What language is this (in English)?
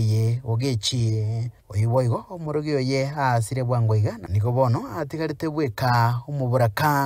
Gusii